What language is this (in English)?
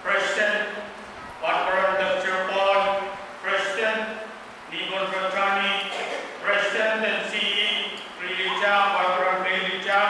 Pohnpeian